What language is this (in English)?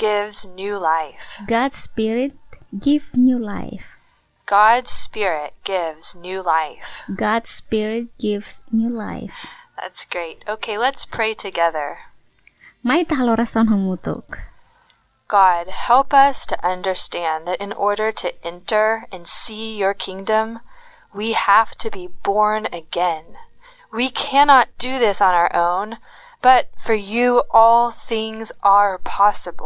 Tetum